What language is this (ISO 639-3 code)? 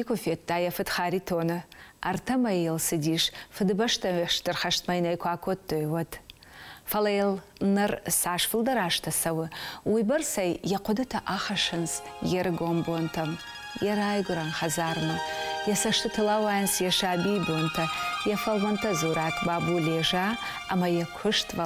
oss